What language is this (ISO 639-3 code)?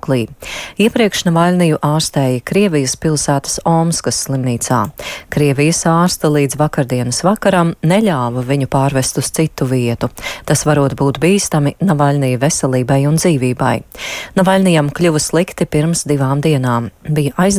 lav